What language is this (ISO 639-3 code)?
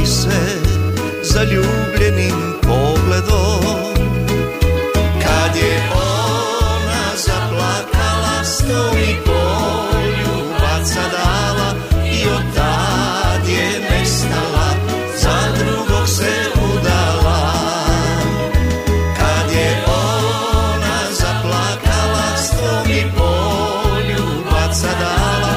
hrv